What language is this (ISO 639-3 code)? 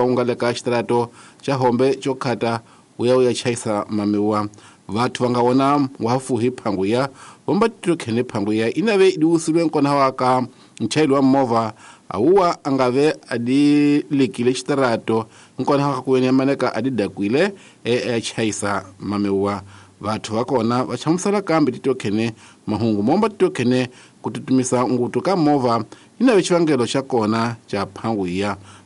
tso